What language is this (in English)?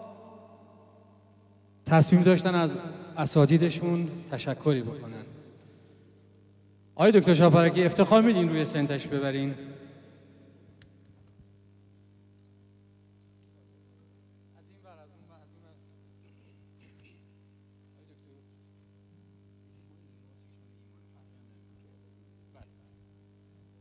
Persian